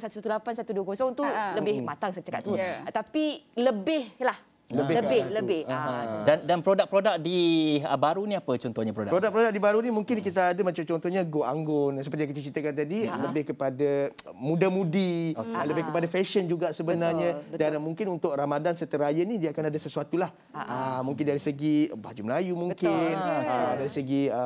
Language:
Malay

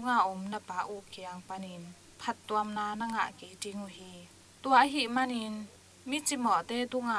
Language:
Tedim Chin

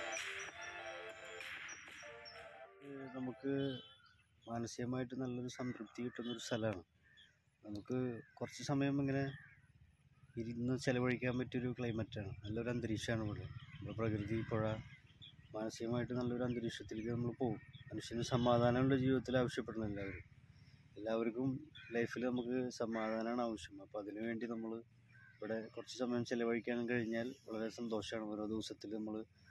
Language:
Malayalam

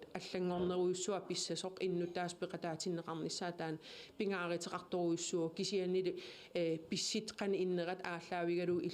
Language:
Kalaallisut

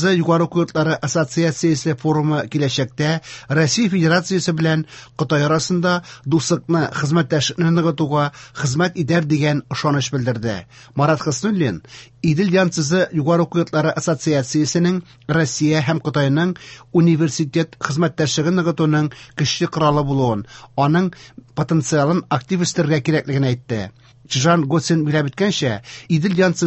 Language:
Tatar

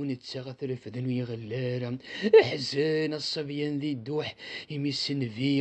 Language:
Kabyle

